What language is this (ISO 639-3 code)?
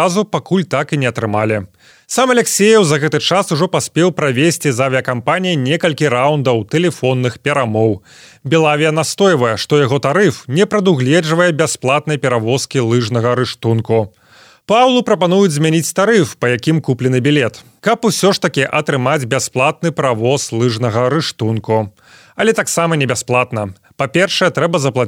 bel